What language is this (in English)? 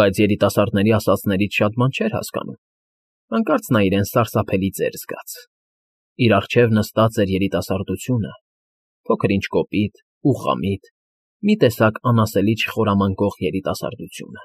Armenian